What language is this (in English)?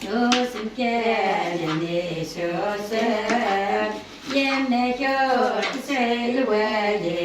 Kabyle